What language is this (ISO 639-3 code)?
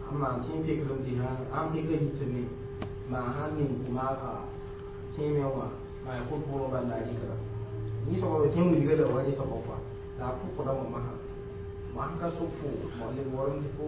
mos